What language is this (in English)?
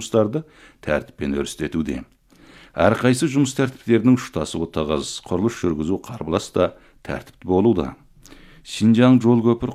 Kazakh